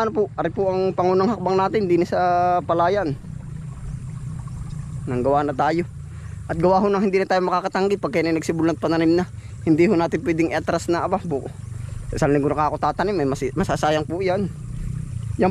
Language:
Filipino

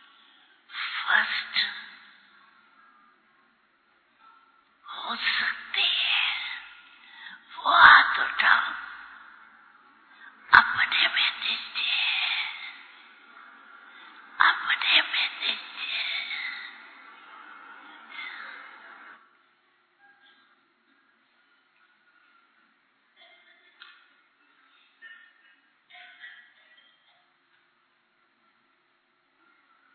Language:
Hindi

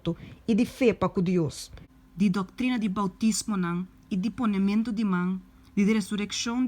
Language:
Papiamento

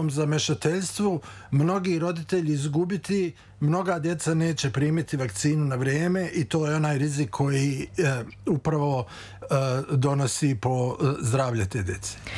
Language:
Serbian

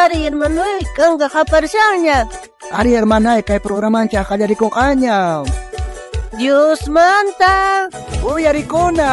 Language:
South Bolivian Quechua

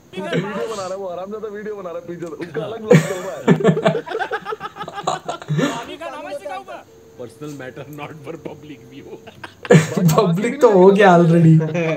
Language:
Hindi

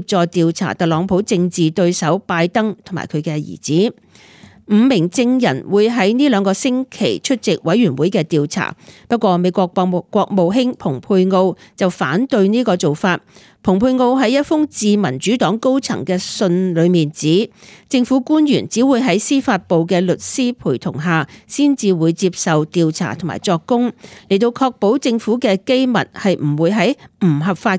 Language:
Cantonese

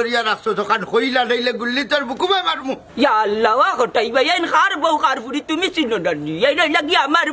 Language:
Sylheti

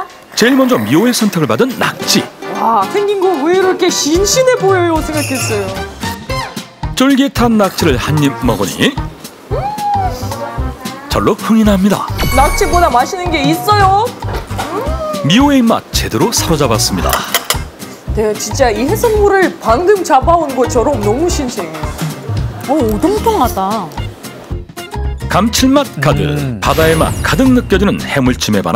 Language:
Korean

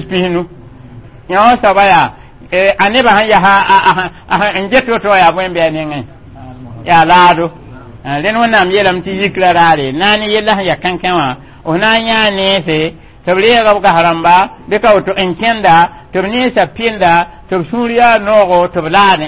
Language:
Mossi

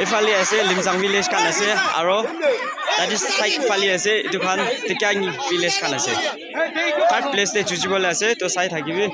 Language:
Naga Pidgin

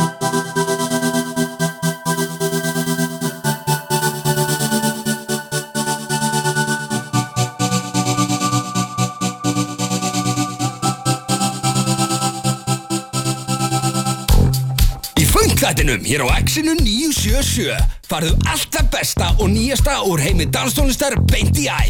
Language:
Icelandic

